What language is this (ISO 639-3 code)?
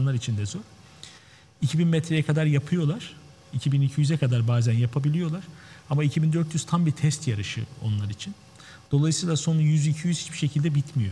tur